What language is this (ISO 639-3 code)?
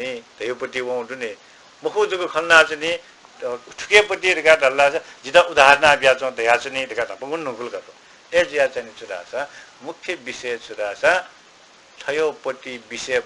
new